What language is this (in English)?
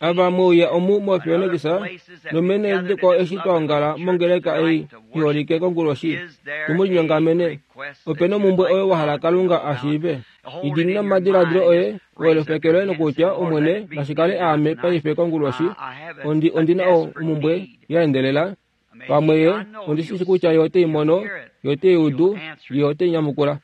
Kuanyama